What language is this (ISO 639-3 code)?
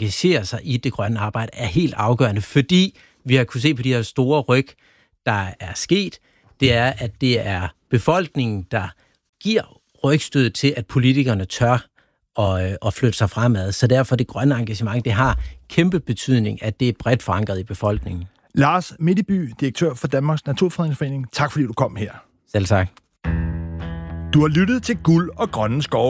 dan